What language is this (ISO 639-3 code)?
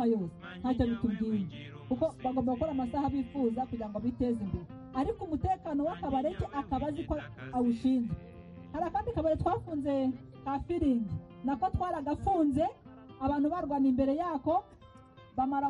kin